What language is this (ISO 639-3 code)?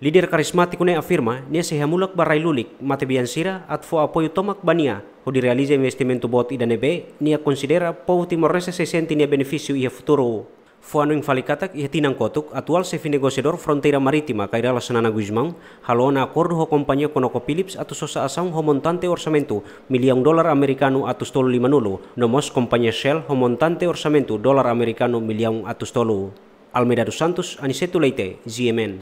tet